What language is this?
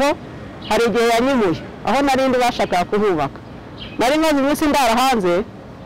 Kinyarwanda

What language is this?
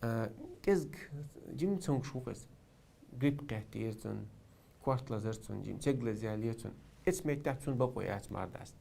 Chechen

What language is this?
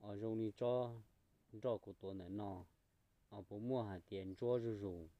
Hmong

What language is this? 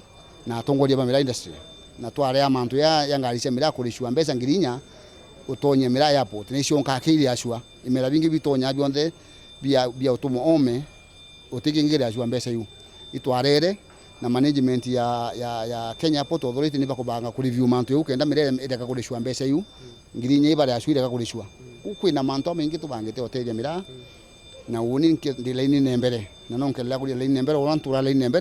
Meru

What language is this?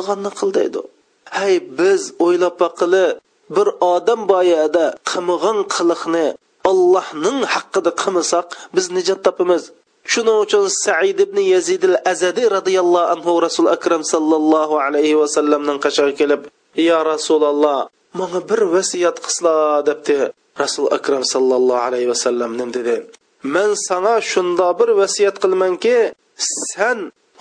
Uyghur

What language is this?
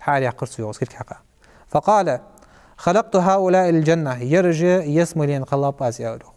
Ingush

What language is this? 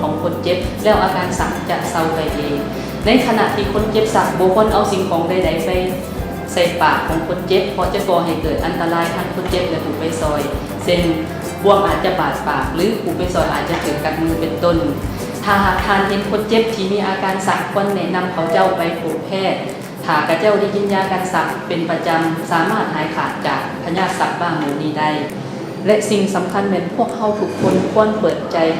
Lao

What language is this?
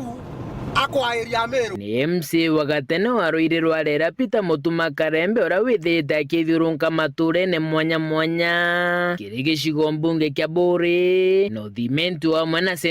Meru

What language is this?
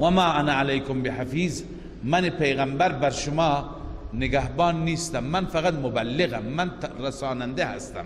Persian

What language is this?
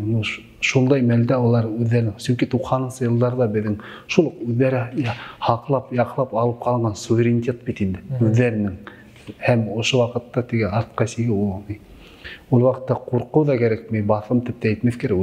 Bashkir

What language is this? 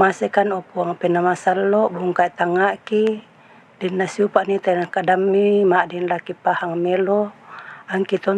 Toraja-Sa'dan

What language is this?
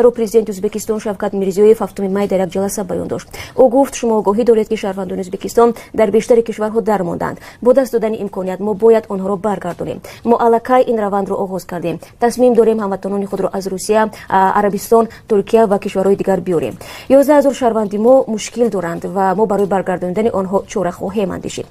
Tajik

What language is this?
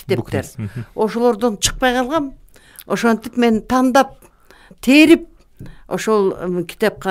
Kyrgyz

